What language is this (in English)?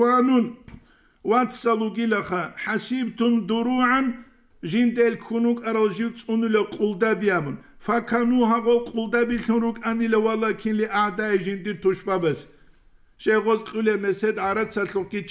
Avaric